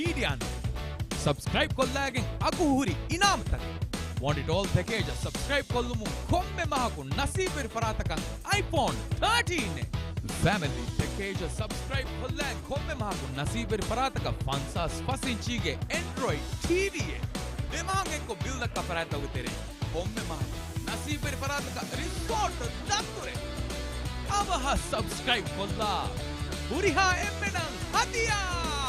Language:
Divehi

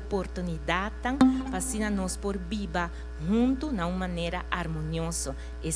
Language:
Papiamento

